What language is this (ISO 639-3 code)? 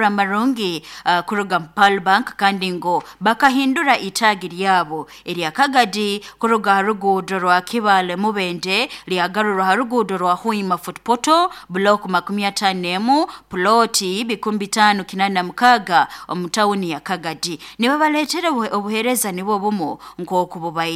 nyo